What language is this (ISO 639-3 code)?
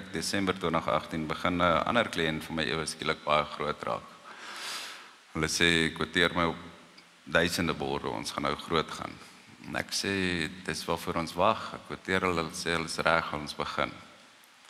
afr